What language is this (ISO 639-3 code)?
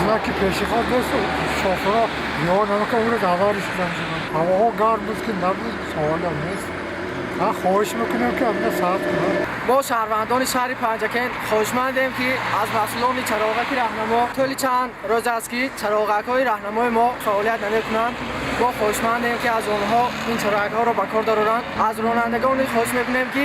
tgk